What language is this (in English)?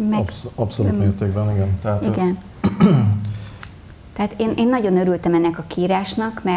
Hungarian